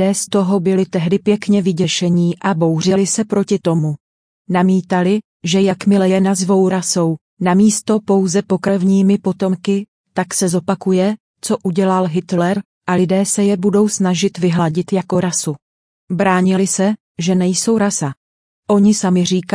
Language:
Czech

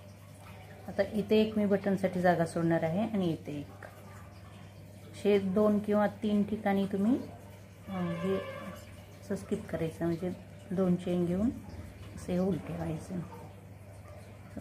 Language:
Marathi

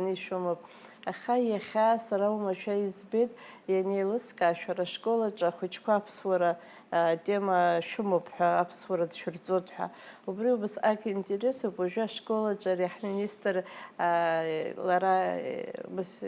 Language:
Abkhazian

